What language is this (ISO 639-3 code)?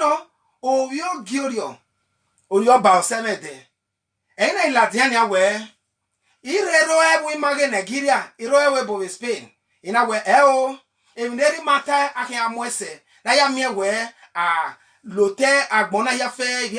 bin